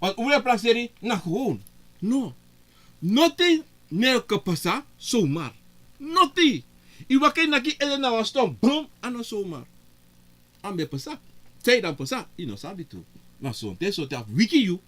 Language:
Sranan Tongo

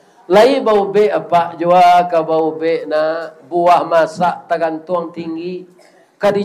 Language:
Minangkabau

